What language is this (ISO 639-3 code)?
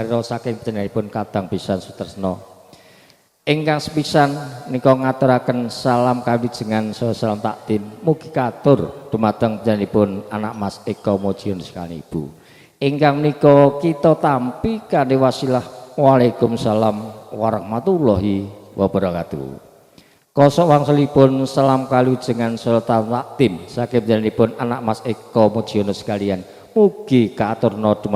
jav